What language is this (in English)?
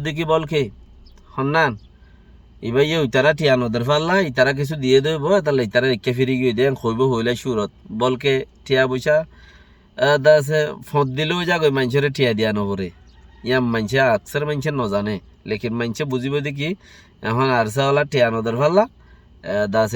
Rohingya